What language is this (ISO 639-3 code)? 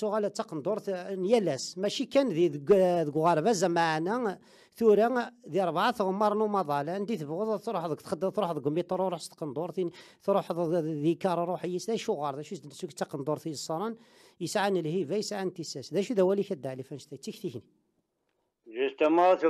kab